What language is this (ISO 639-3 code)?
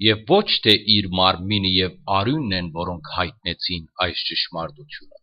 hyw